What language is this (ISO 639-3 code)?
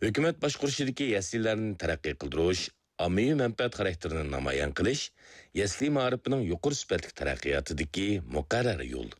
uig